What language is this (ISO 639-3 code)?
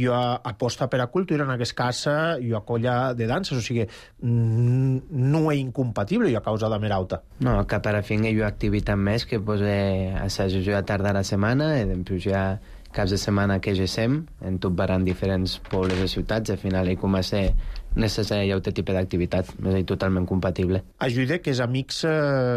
cat